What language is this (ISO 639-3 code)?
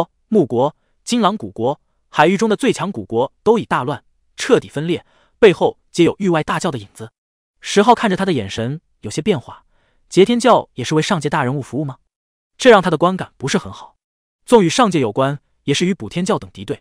zho